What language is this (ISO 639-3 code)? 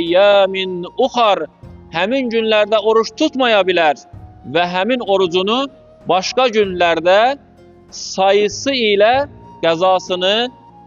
aze